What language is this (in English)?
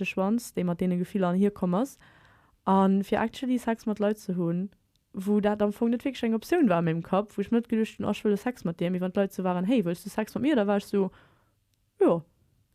Luxembourgish